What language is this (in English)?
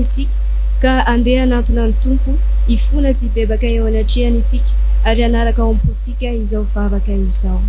Malagasy